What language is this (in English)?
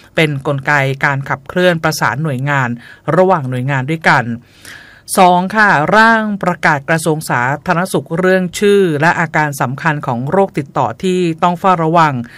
Thai